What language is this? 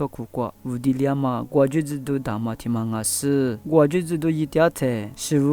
Lisu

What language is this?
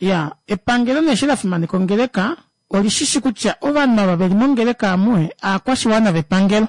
Kuanyama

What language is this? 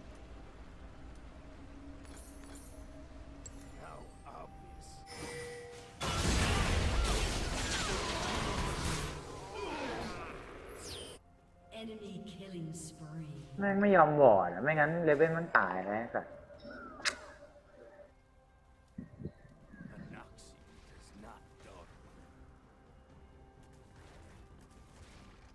Thai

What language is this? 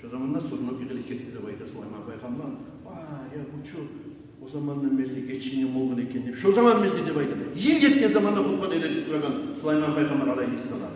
Kumyk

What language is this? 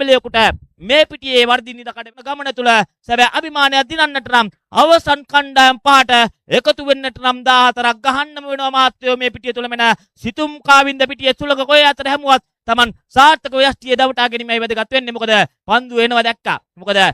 Sinhala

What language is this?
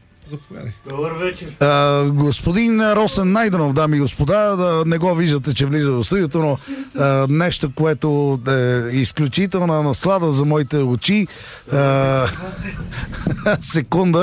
Bulgarian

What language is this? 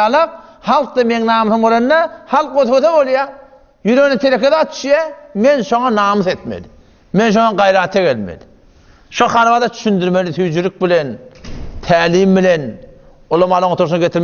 Turkmen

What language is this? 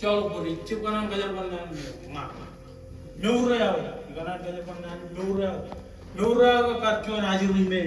Marshallese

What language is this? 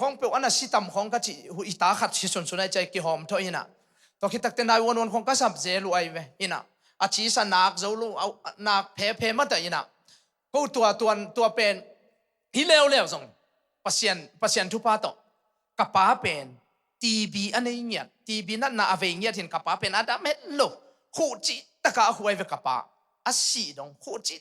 Tedim Chin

